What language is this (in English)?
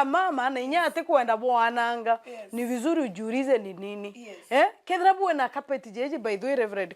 Meru